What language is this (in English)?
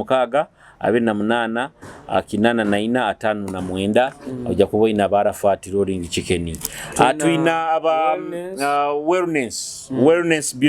Nyoro